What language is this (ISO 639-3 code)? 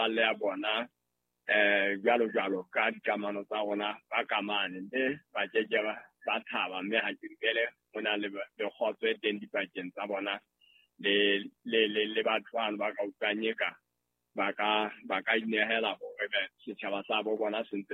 sot